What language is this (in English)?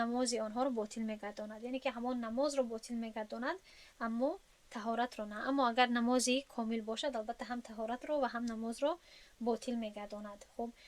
Tajik